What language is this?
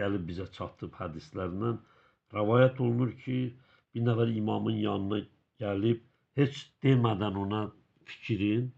Azerbaijani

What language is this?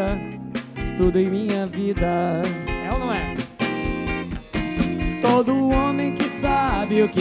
Portuguese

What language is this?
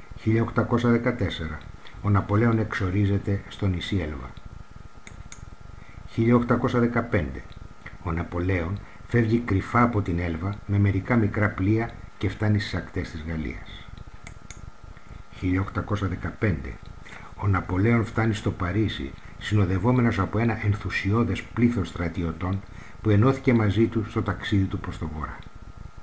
Greek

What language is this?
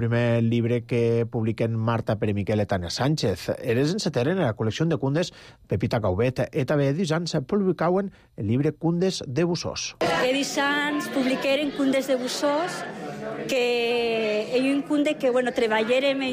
Catalan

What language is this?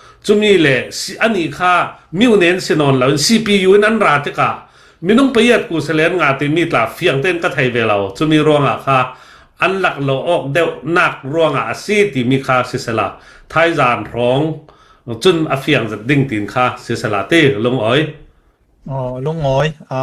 Falam Chin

